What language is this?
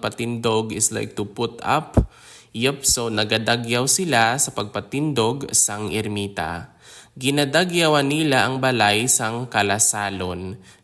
Hiligaynon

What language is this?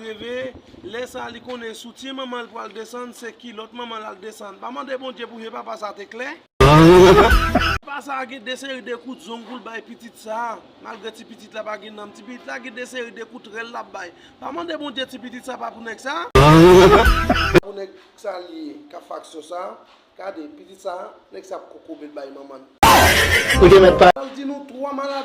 Haitian Creole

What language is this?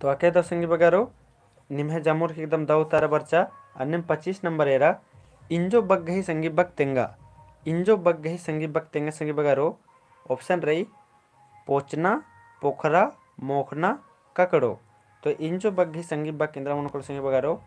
Kurukh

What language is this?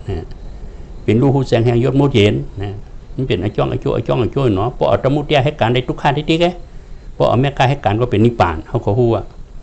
Shan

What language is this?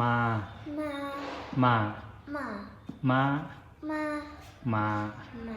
Zhuang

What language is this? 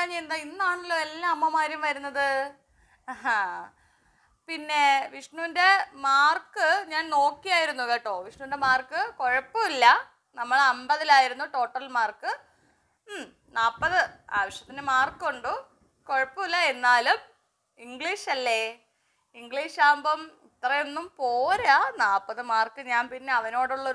Malayalam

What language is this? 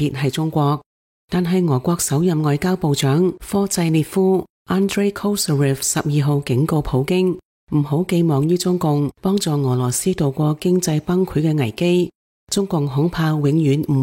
Cantonese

